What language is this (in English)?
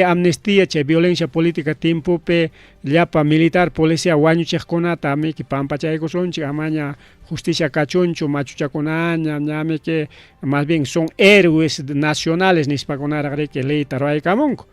Ayacucho Quechua